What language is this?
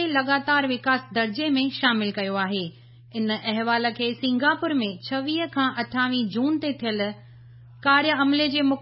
Sindhi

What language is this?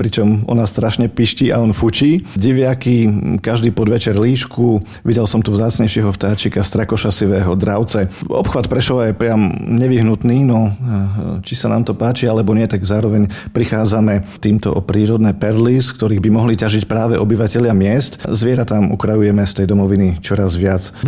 Slovak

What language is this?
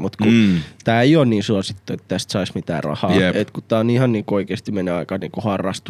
Finnish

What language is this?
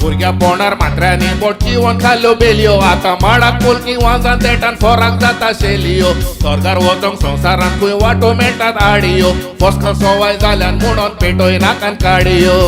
Konkani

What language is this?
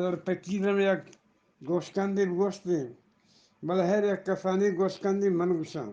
Eastern Balochi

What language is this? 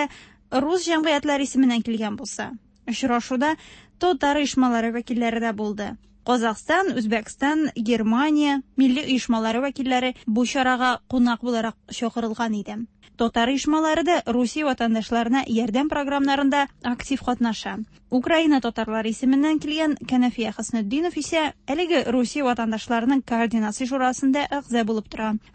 Tatar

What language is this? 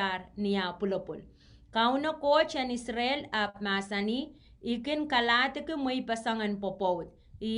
Pohnpeian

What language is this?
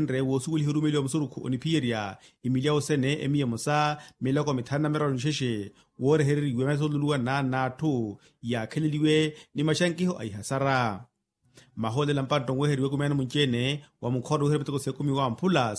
Makhuwa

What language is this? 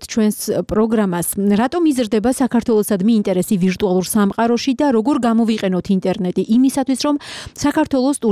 Georgian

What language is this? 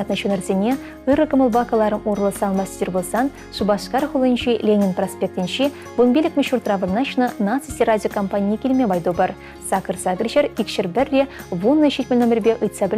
Chuvash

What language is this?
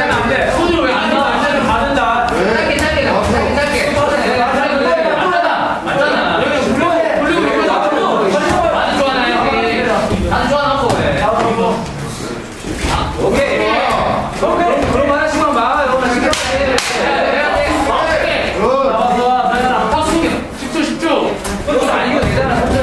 Korean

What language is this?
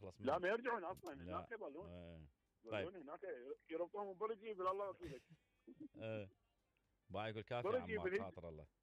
Mesopotamian Arabic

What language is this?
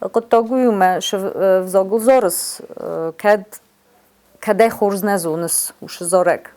Ossetic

